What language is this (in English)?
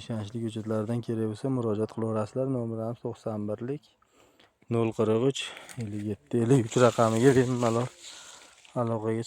Uzbek